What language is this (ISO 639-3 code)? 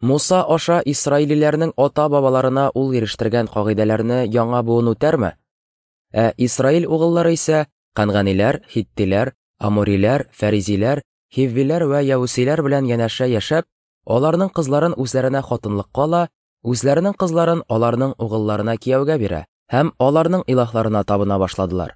tat